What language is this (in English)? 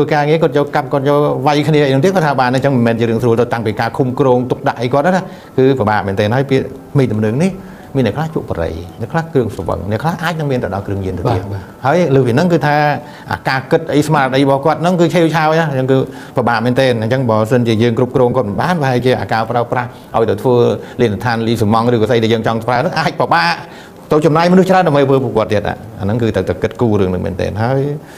Khmer